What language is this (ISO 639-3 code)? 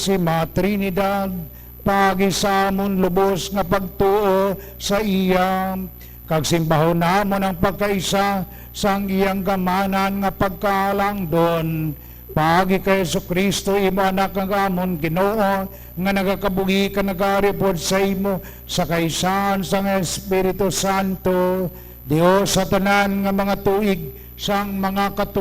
hil